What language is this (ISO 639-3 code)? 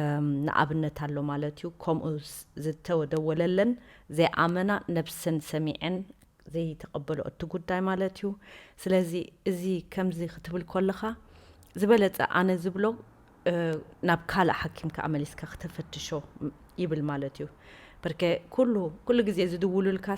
tir